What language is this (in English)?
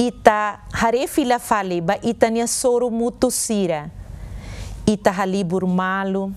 Tetum